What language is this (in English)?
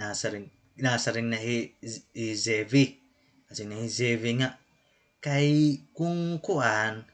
Waray